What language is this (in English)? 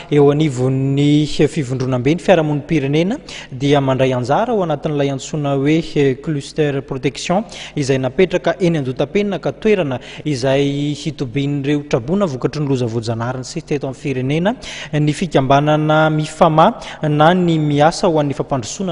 Malagasy